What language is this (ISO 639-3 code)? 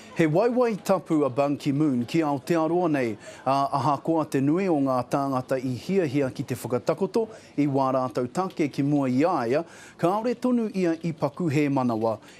mri